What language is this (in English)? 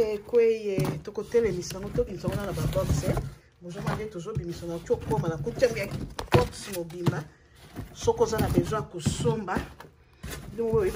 Lingala